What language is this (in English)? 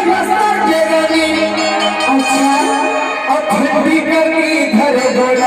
Chhattisgarhi